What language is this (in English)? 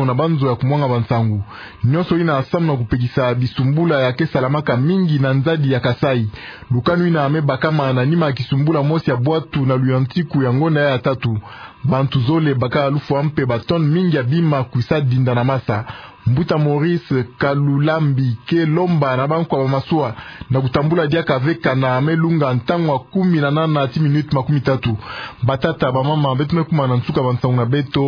Kituba (Democratic Republic of Congo)